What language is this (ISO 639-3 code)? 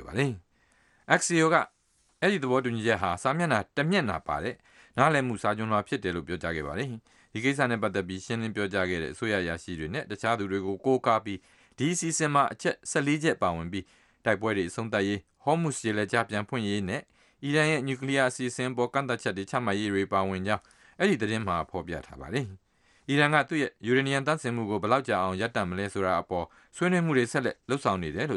mya